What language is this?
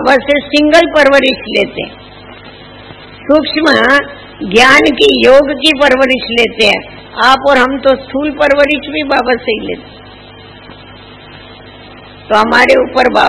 Hindi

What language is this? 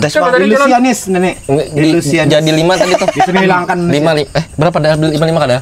Banjar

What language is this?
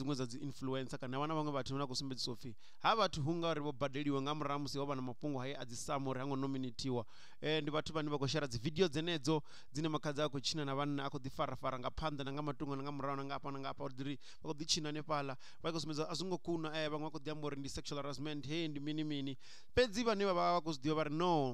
Venda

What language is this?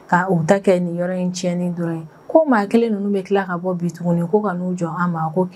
Bambara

